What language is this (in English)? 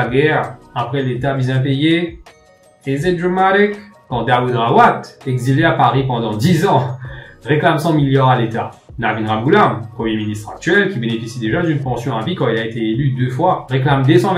Morisyen